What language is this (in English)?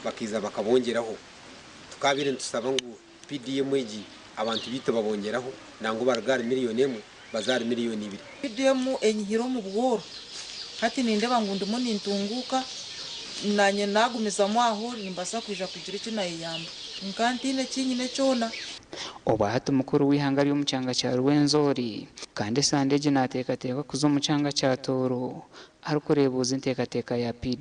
Nyankole